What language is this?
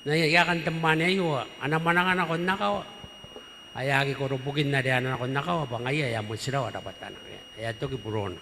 Gilbertese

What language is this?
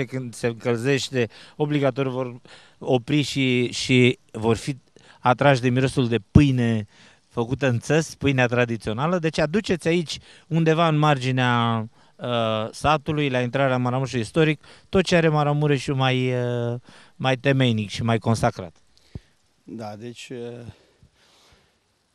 Romanian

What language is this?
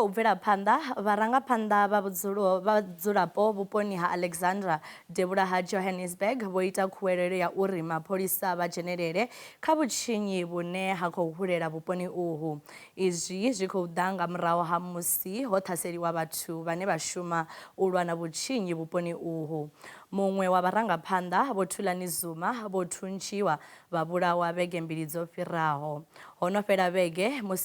Venda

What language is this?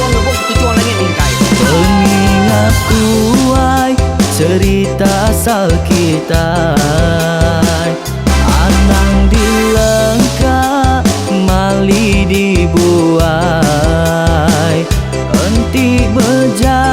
Iban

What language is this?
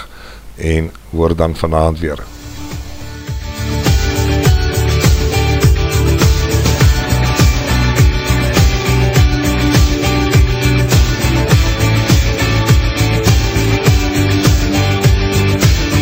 Afrikaans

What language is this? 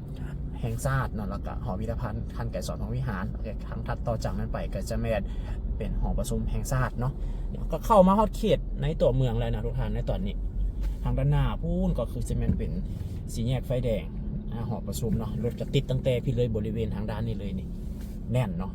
Lao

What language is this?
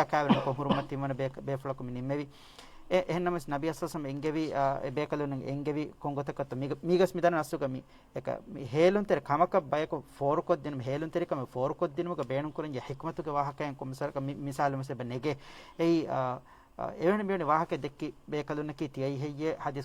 Divehi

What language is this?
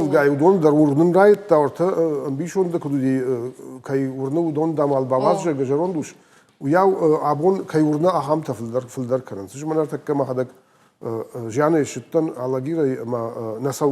Ossetic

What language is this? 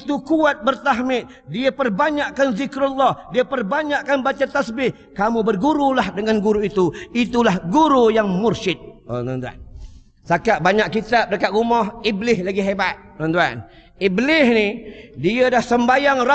Malay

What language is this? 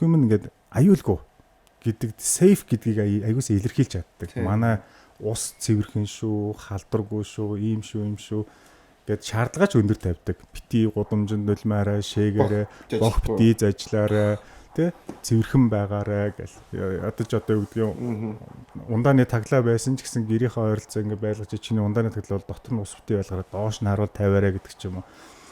Mongolian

